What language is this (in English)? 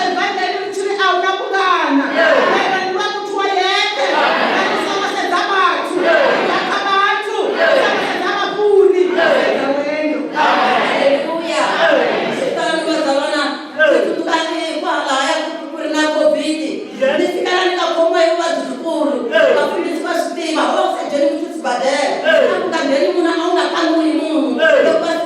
Venda